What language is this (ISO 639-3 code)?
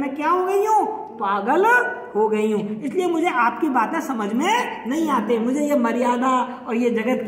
hin